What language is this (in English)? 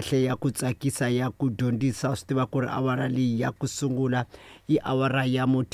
Tsonga